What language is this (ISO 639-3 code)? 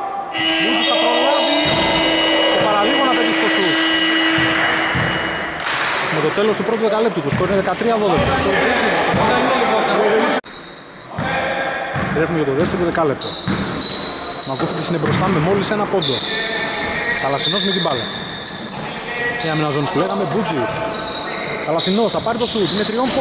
ell